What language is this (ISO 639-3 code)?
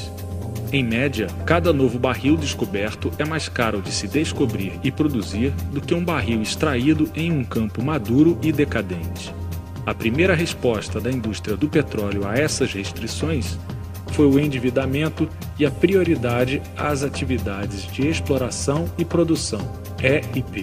por